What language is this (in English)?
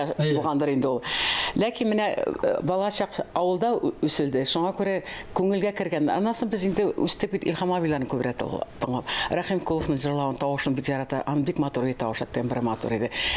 Tatar